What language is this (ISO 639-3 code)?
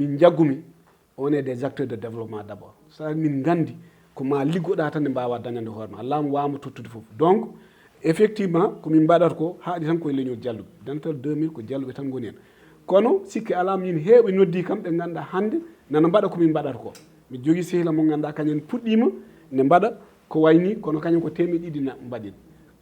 ful